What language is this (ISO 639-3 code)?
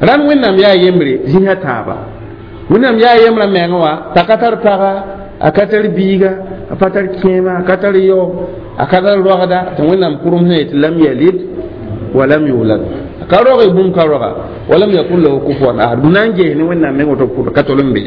mos